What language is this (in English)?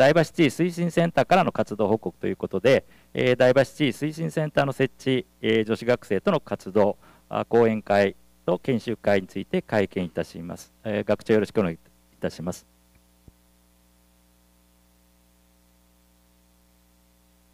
Japanese